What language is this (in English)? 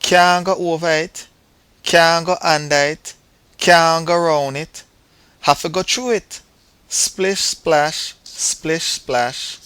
Jamaican Creole English